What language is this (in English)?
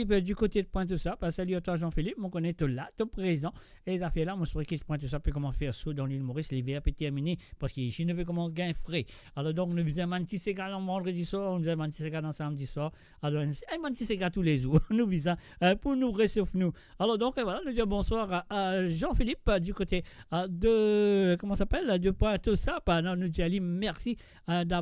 Morisyen